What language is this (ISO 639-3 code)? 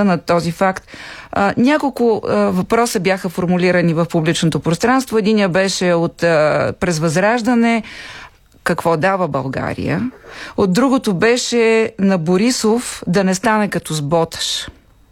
bul